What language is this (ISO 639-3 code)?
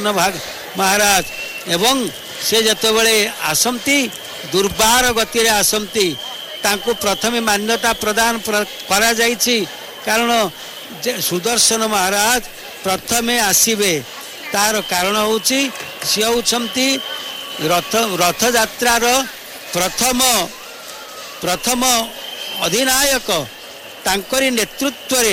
ori